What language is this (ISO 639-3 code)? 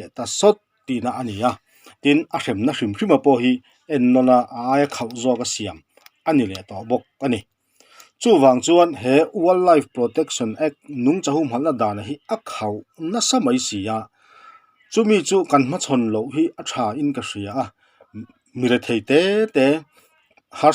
lus